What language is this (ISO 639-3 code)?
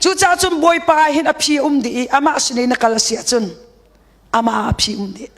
cnh